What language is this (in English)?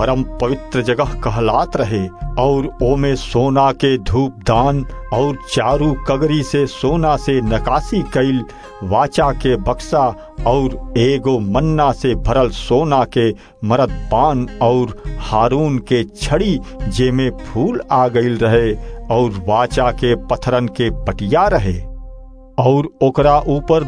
Bhojpuri